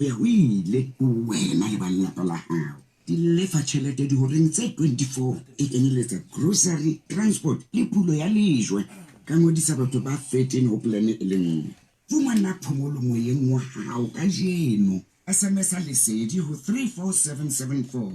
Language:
Southern Sotho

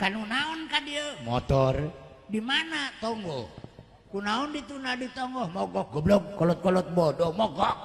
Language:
Sundanese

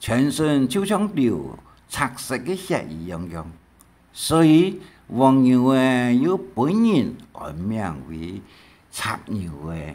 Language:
Hakka Chinese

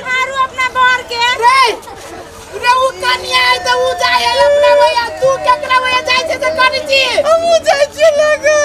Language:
Maithili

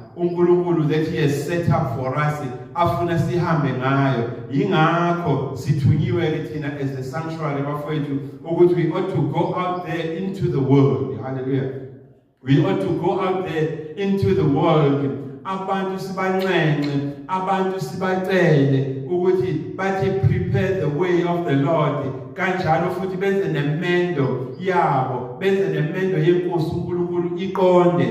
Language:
Zulu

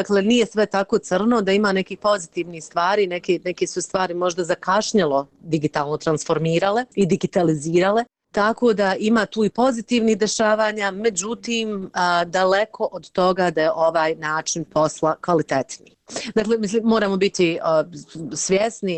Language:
Bosnian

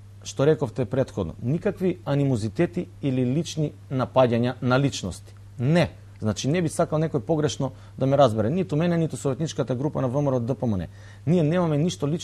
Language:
Macedonian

